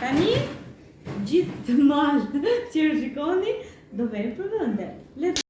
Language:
Albanian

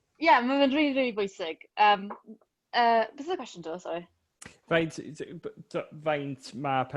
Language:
Welsh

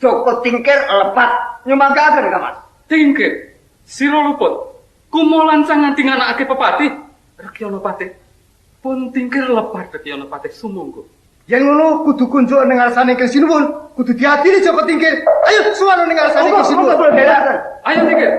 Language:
Javanese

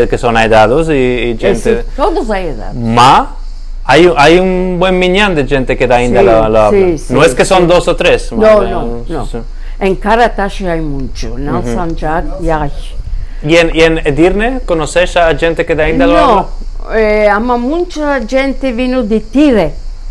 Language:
Ladino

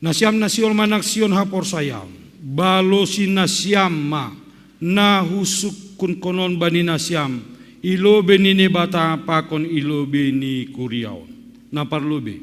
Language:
Batak Simalungun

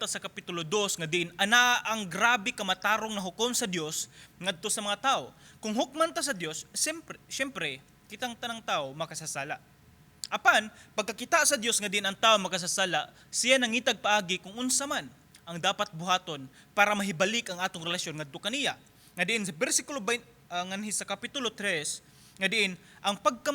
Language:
Cebuano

